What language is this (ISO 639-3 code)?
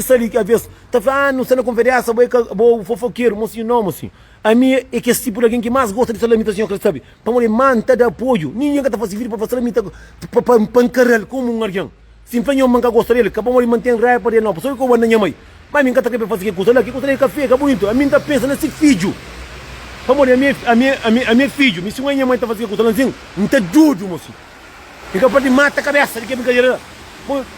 kea